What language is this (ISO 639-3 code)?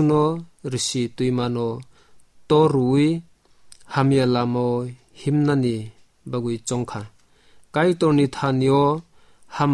trp